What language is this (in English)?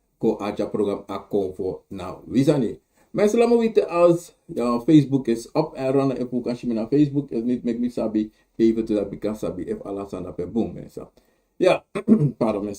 Sranan Tongo